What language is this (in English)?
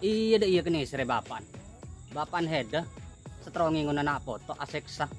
Madurese